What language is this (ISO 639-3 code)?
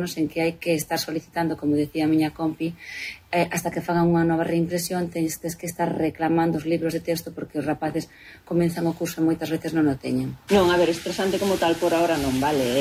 glg